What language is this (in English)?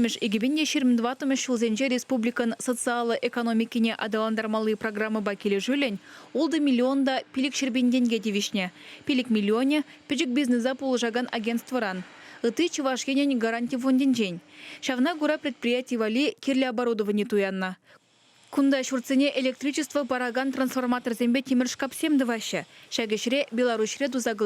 Chuvash